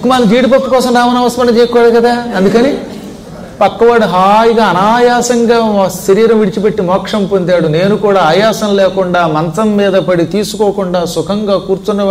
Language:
Telugu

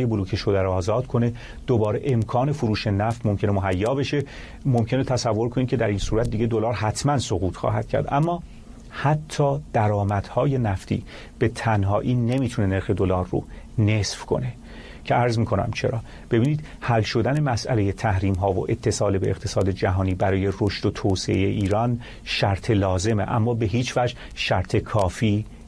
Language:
Persian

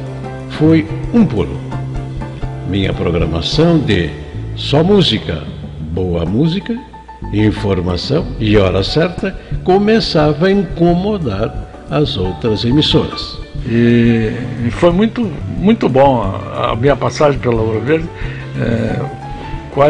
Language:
Portuguese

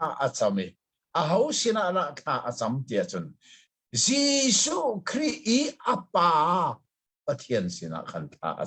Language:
Hakha Chin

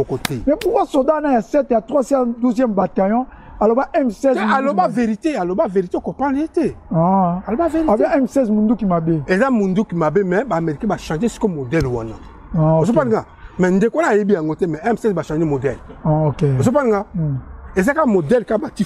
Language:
Lingala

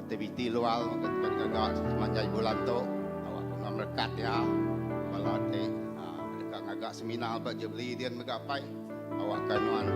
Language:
Iban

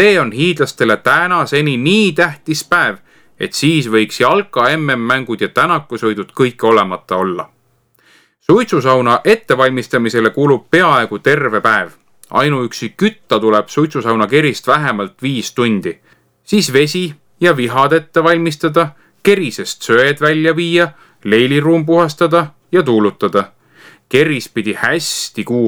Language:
Estonian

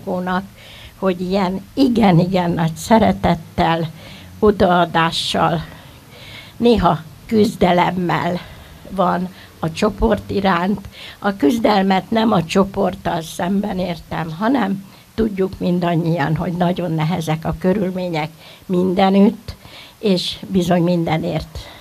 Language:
Hungarian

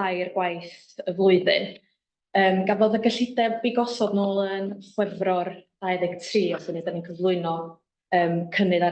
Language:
Welsh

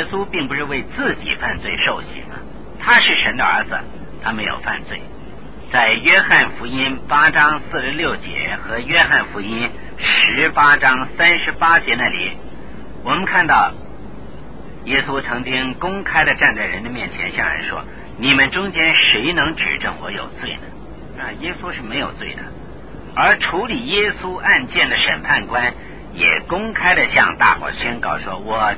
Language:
Chinese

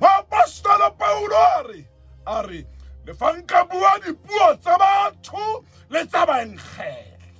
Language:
Tswana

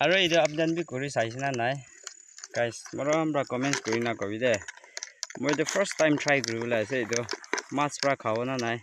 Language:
Naga Pidgin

